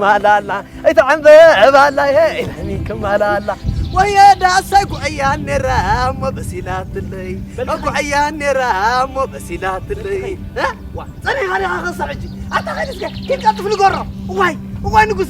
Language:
Tigrinya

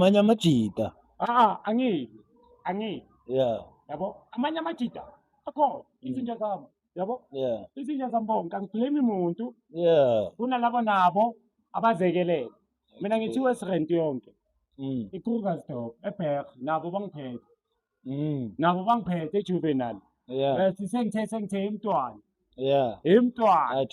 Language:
Zulu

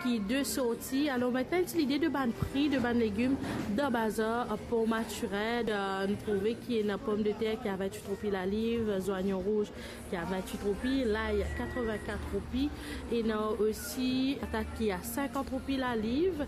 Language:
Morisyen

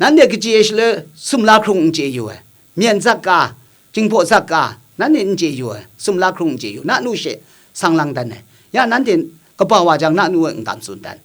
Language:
Kachin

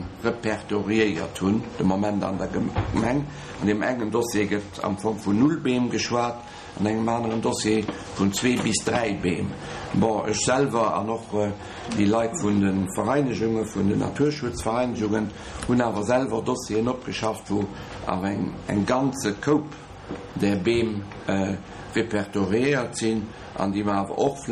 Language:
Luxembourgish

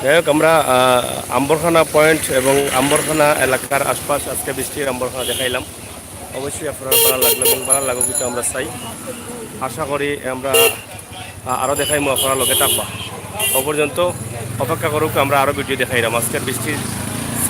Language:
Sylheti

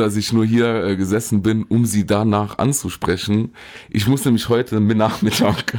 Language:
German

